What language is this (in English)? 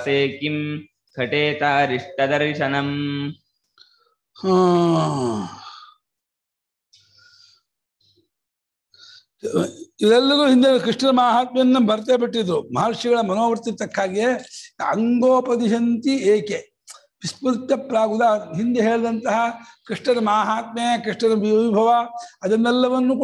Kannada